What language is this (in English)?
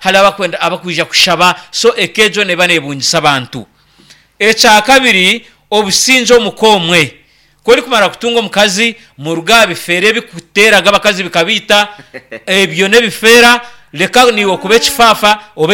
Nyankole